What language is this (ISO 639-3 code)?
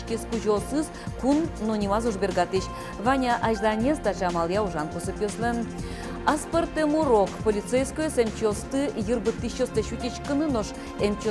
udm